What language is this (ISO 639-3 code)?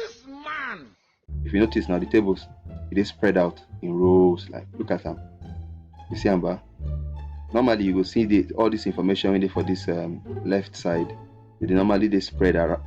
pcm